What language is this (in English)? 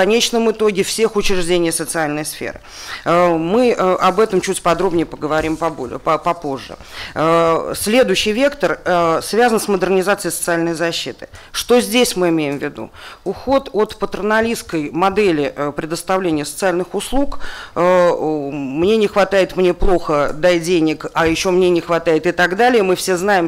Russian